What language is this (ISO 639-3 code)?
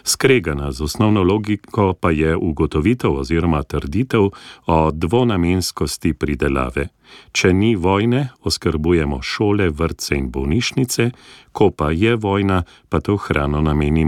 slv